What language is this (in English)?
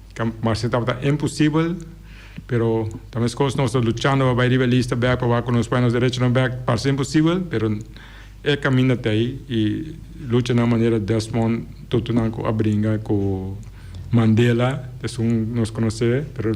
Papiamento